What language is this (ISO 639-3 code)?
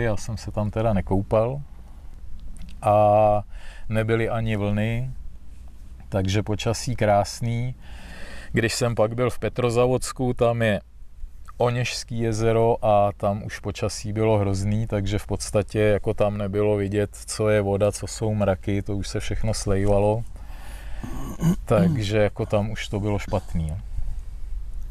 ces